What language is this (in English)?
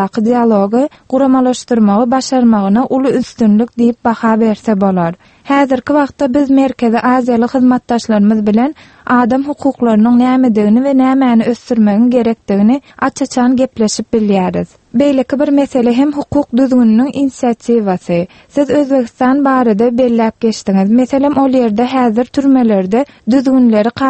Turkmen